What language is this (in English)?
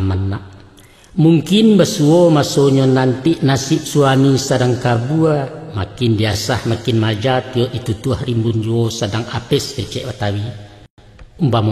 Minangkabau